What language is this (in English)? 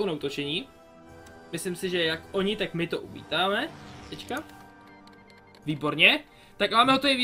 Czech